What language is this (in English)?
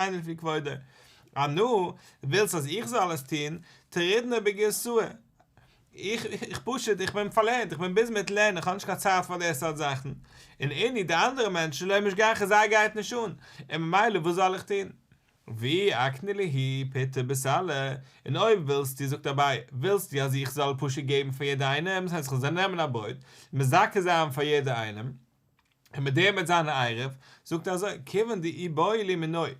Yiddish